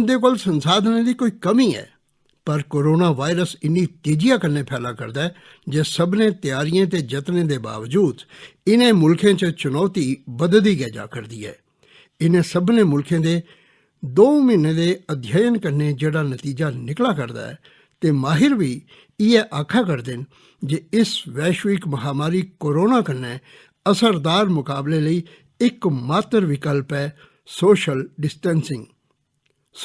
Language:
Dogri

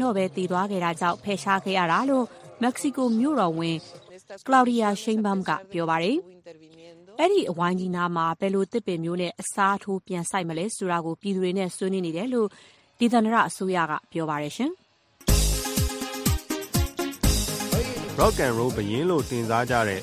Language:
Burmese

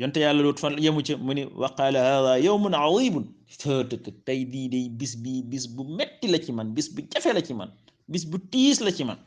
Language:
Wolof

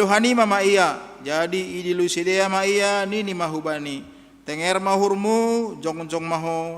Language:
Batak Simalungun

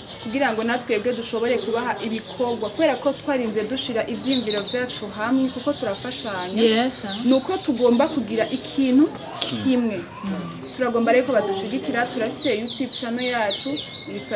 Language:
Rundi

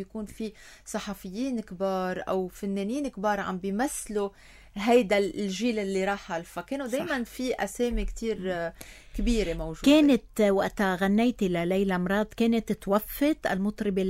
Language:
North Levantine Arabic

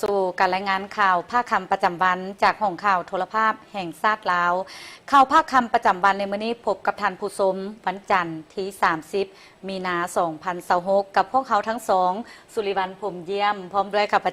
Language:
Lao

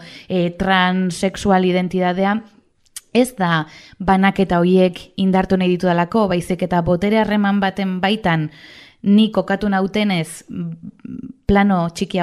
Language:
Basque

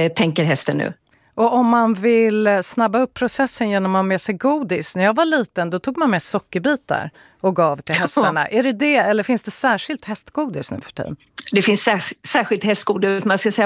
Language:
Swedish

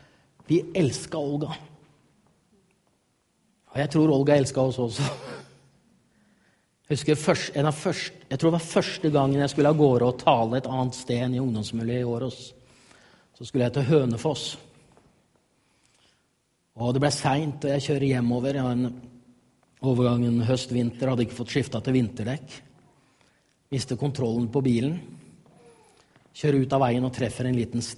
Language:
Norwegian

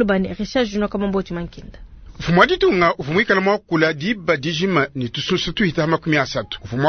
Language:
Luba-Lulua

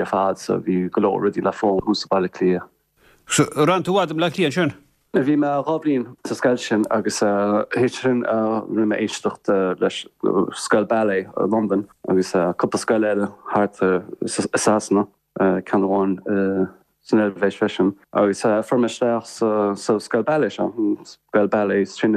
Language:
Irish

